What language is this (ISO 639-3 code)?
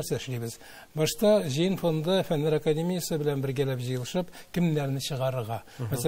tat